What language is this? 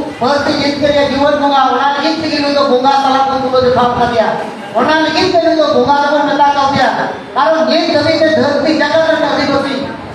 Santali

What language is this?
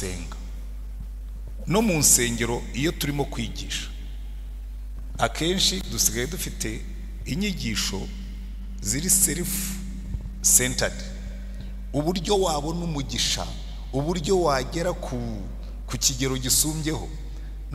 Kinyarwanda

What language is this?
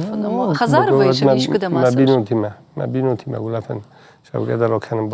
Ossetic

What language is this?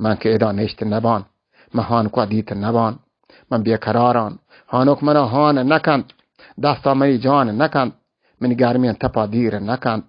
Baluchi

